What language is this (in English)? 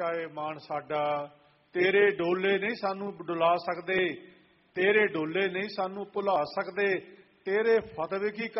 Punjabi